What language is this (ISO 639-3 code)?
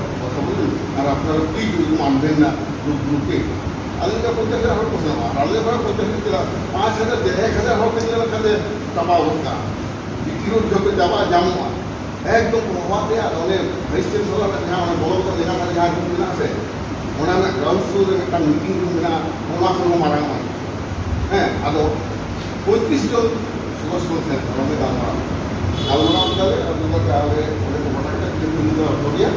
sat